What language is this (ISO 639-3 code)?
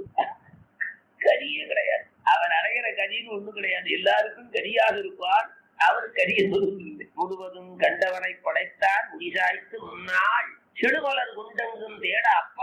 tam